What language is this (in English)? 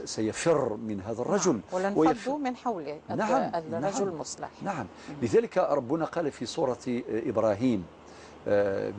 Algerian Arabic